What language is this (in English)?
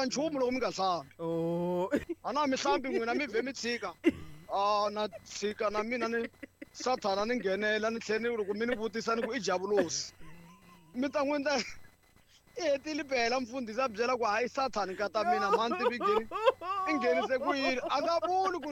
Tsonga